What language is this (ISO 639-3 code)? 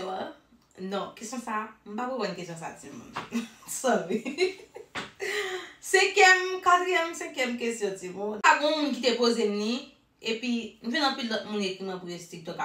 hat